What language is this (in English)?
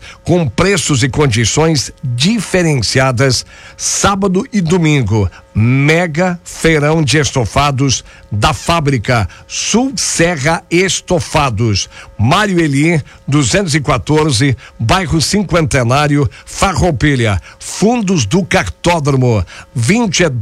Portuguese